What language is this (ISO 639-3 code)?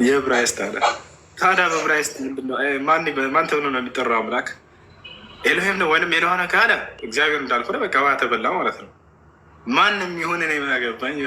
amh